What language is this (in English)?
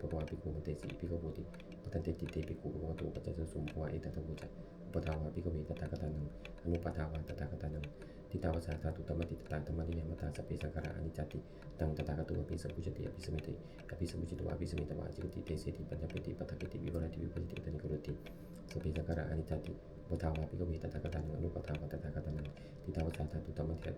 Pali